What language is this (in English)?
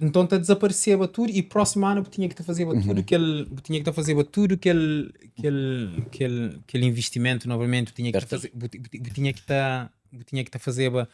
Kabuverdianu